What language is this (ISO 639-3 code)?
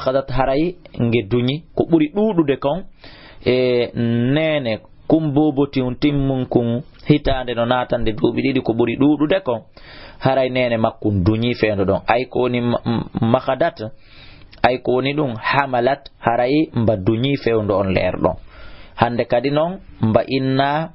ful